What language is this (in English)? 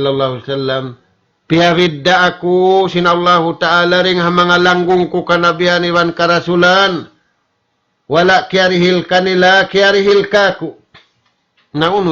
Tausug